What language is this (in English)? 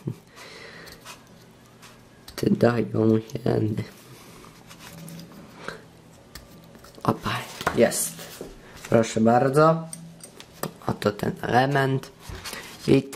Polish